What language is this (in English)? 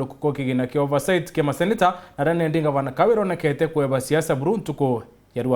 Meru